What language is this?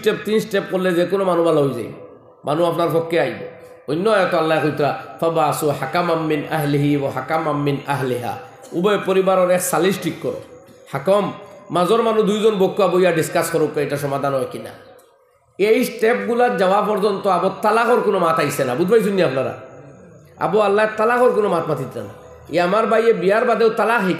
Sylheti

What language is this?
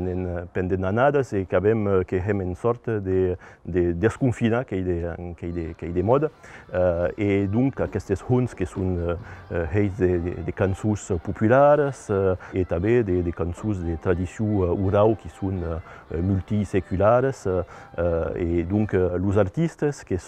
Occitan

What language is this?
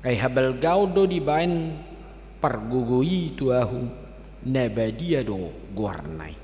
Batak Toba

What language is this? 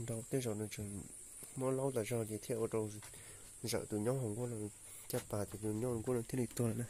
Hmong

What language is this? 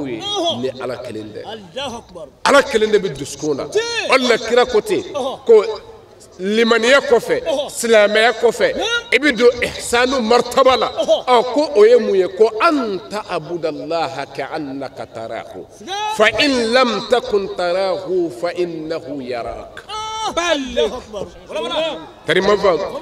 Bambara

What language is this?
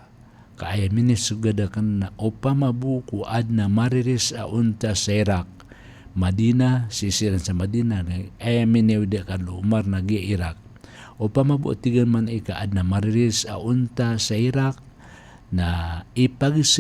Maranao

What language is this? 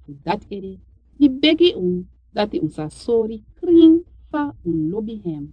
Sranan Tongo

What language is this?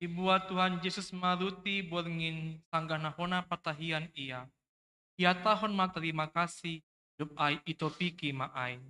Batak Simalungun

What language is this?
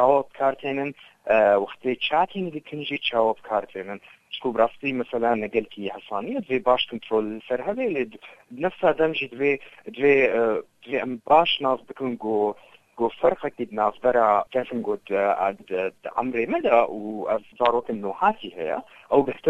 Kurdish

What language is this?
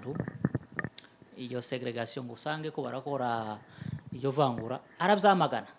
Kinyarwanda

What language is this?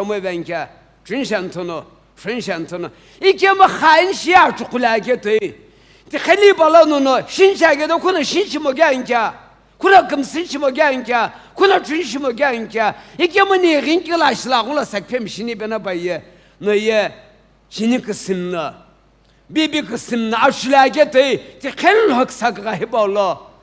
Sumi Naga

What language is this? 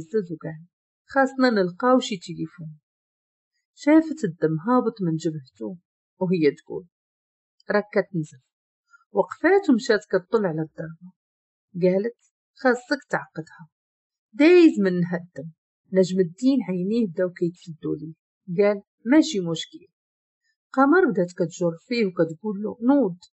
Moroccan Arabic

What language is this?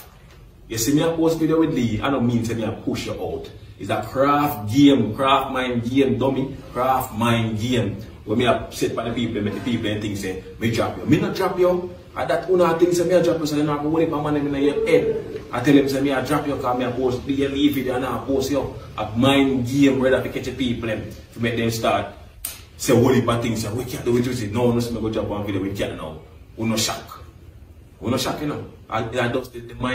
Jamaican Creole English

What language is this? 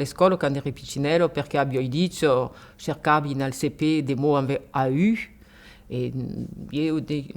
Occitan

